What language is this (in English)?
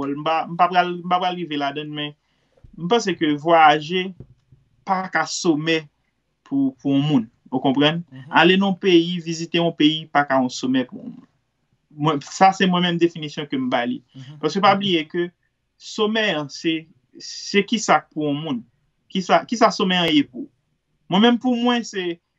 Haitian Creole